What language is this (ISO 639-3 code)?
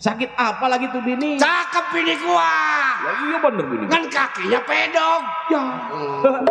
bew